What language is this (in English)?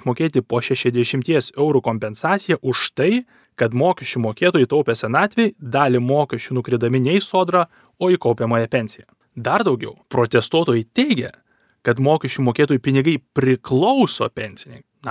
Lithuanian